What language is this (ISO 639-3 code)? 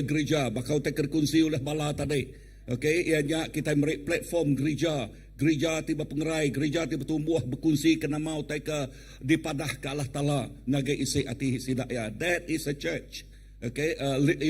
iba